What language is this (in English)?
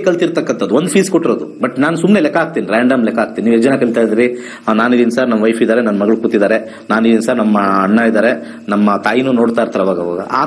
Kannada